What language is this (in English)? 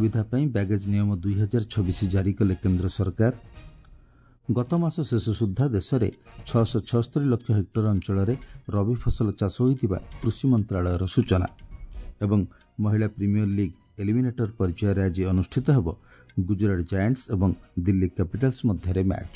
Odia